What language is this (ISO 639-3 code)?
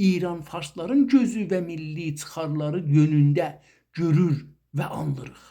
azb